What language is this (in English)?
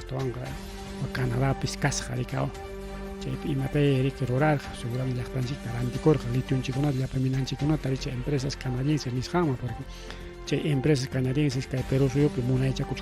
Ayacucho Quechua